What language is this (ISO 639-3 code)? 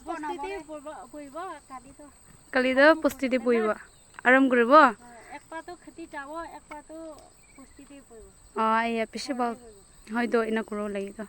nag